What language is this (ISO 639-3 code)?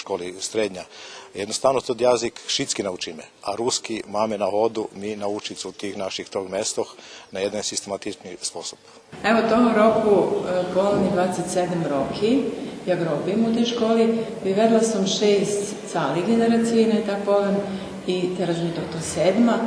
rue